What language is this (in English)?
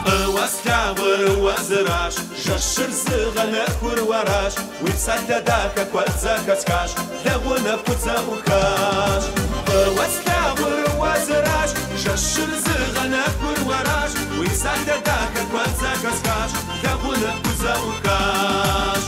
Kabardian